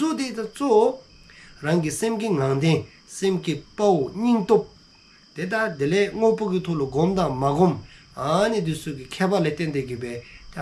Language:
Dzongkha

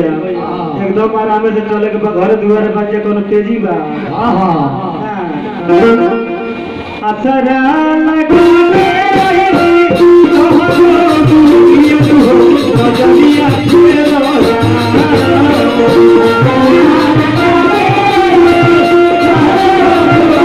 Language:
Bhojpuri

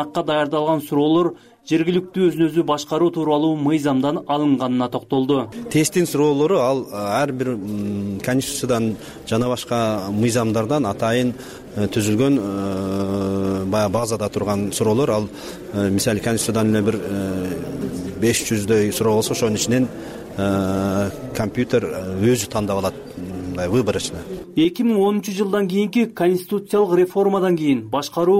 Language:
Kyrgyz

